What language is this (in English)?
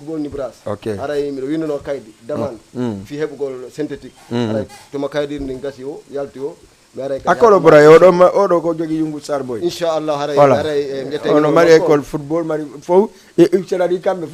Fula